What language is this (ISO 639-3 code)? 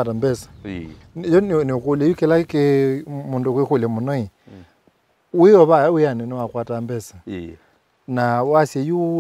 kam